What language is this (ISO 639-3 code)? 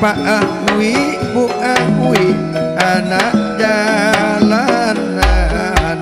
mad